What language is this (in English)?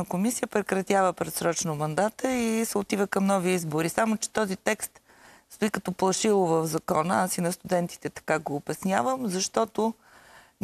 Bulgarian